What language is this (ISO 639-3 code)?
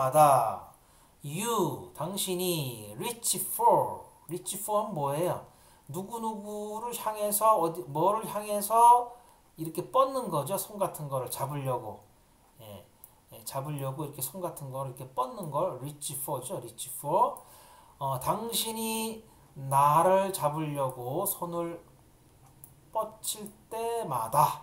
kor